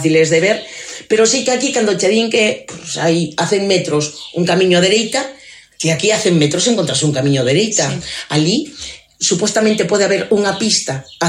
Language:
Galician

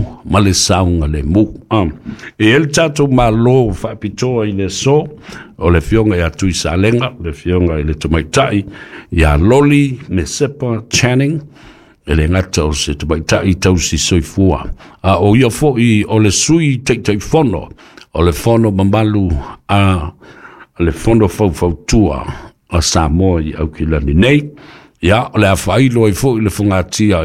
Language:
Samoan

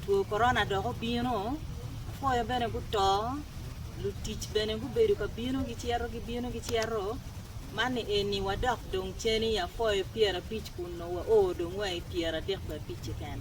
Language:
Acoli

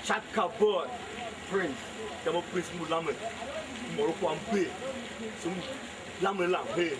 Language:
Tiv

